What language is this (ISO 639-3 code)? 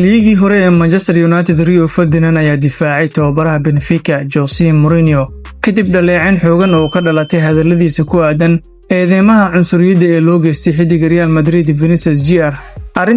som